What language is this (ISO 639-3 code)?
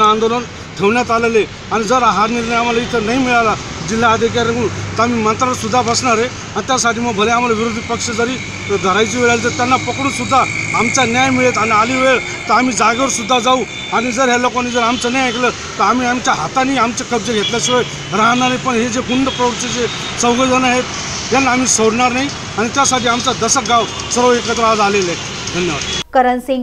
mar